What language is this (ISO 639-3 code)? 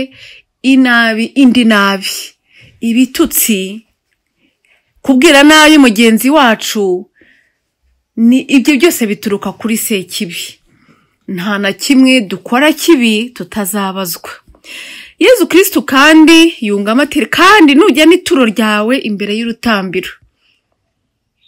kin